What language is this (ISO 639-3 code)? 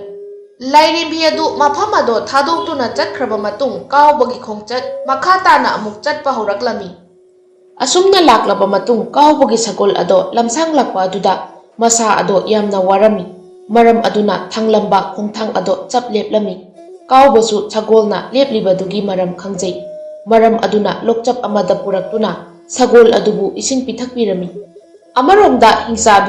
mni